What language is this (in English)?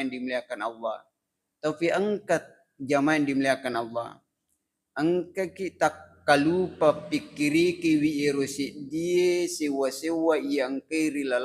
Buginese